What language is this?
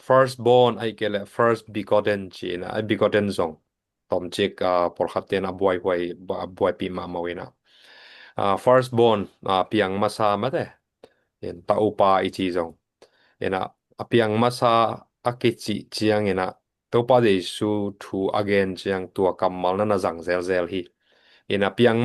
Tedim Chin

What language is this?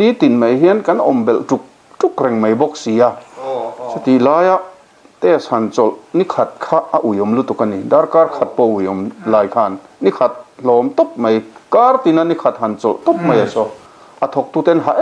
Mizo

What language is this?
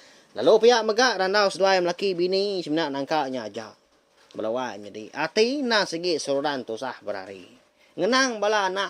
Iban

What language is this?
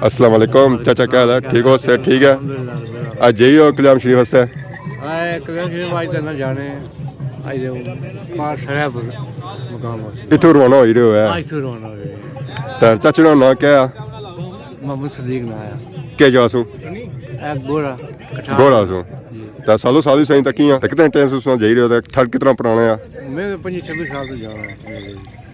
Pahari-Potwari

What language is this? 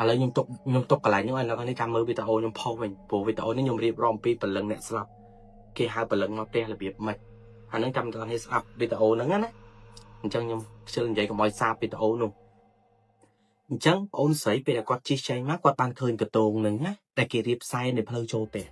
Khmer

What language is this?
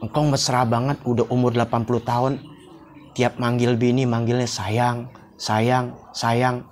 Betawi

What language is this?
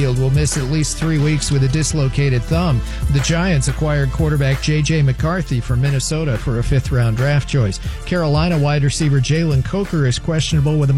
English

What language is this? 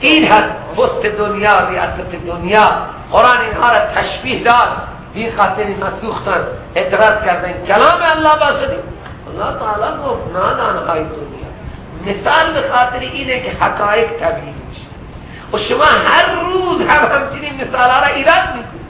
Persian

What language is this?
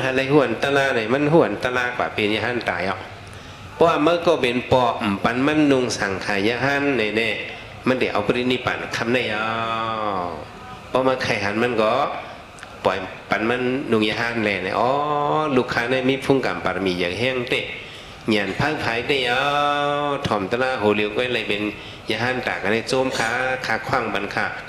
Shan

